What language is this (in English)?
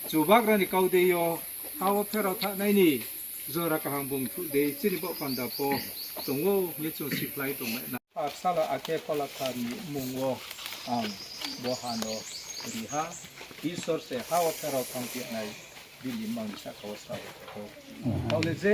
Riang (India)